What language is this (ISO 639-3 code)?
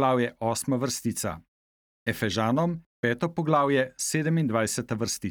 slv